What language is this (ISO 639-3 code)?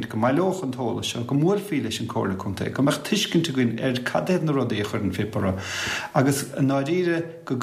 gle